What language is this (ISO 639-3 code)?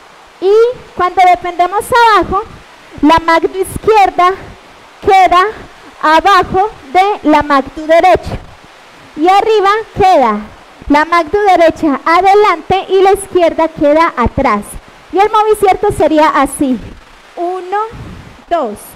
spa